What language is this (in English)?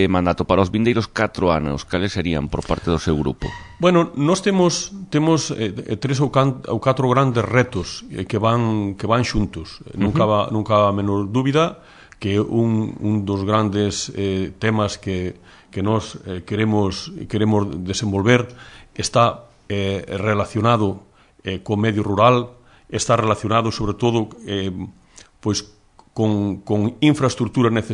Galician